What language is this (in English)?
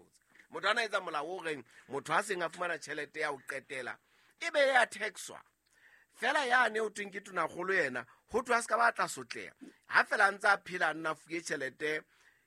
Southern Sotho